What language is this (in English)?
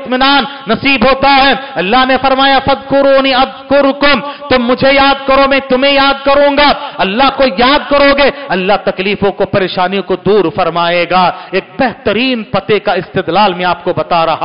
Urdu